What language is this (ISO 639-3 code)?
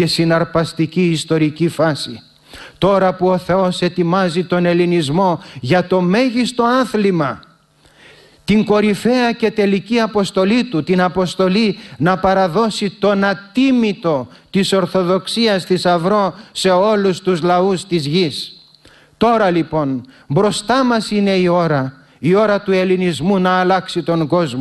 ell